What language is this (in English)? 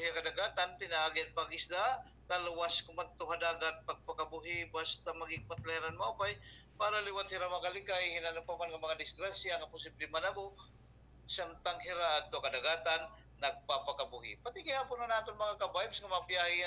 Waray